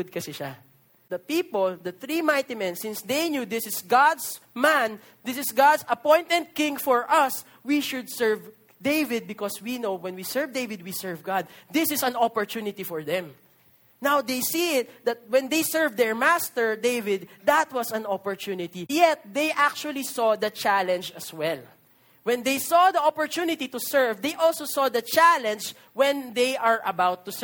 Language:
Filipino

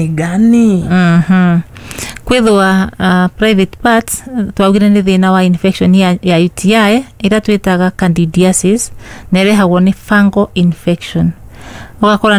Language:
Kikuyu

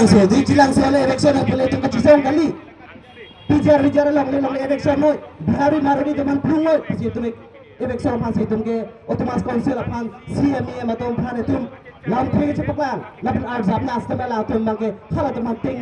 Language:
Karbi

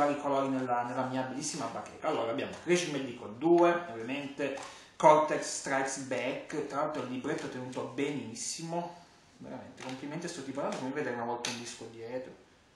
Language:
Italian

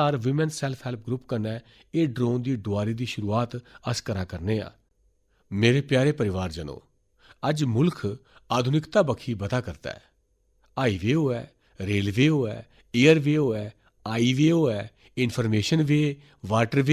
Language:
Dogri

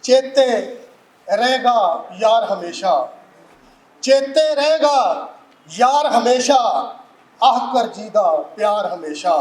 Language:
Western Panjabi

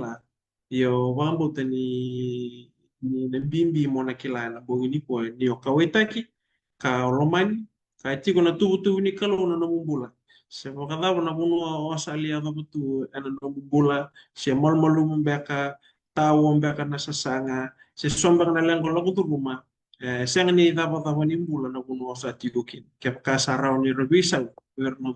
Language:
Fijian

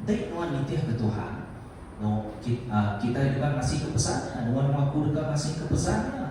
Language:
Iban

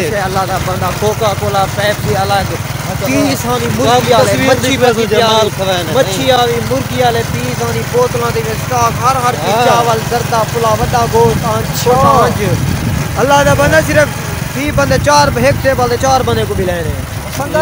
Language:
Saraiki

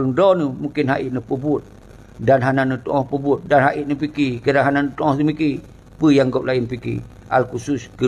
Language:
Achinese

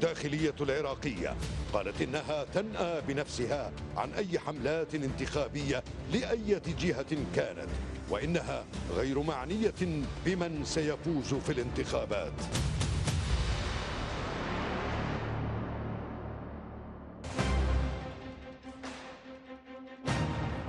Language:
Arabic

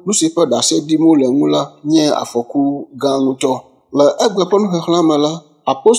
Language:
Ewe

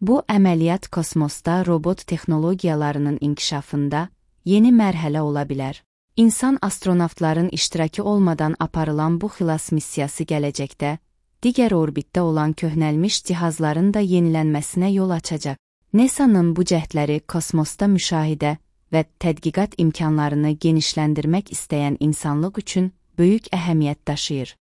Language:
Azerbaijani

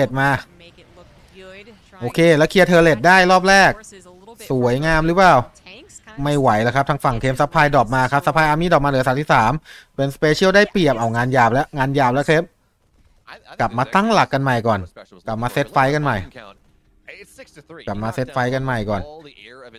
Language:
Thai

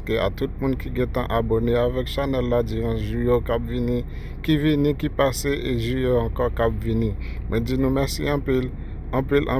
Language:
Haitian Creole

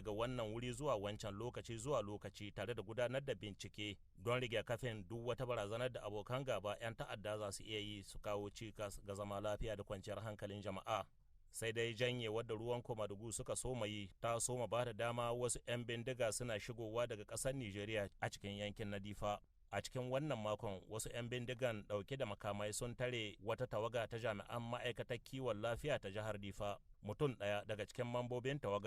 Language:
Hausa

